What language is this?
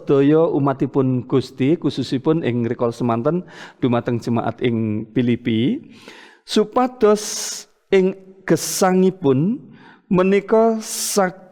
Javanese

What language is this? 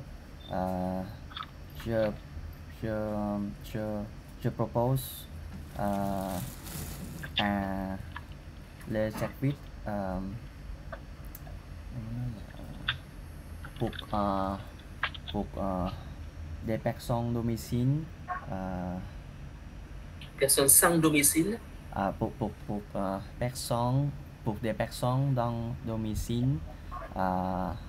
Vietnamese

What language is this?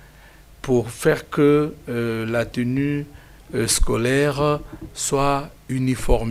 French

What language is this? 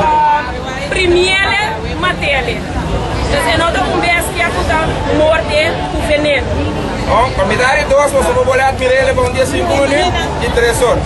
Papiamento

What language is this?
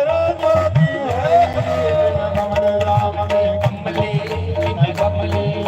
Dogri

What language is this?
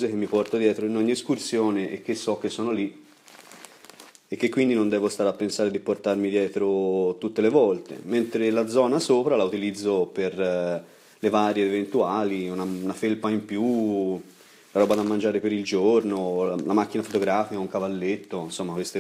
Italian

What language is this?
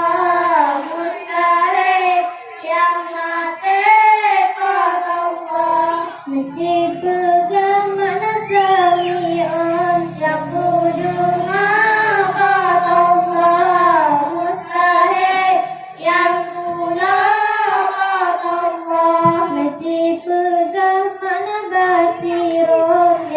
Achinese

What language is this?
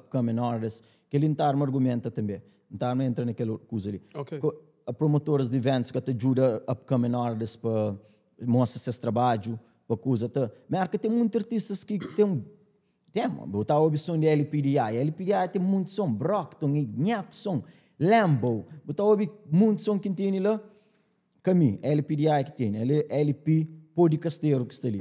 Kabuverdianu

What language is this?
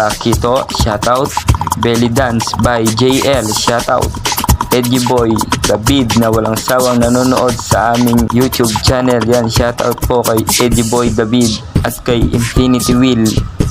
Pampanga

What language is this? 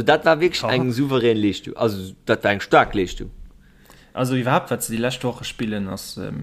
Luxembourgish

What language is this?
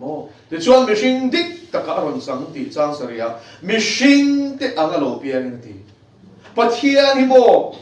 Mizo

